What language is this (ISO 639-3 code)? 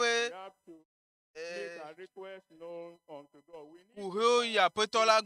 ewe